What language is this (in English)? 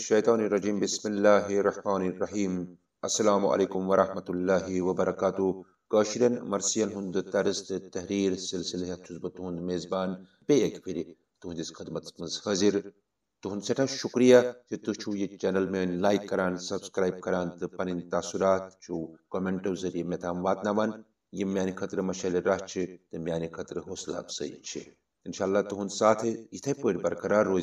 Kashmiri